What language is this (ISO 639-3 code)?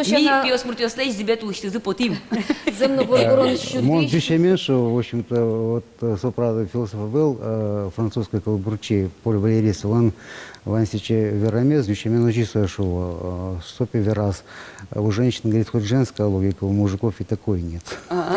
udm